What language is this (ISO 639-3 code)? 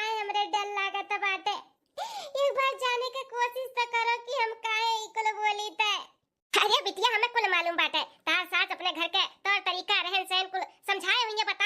bho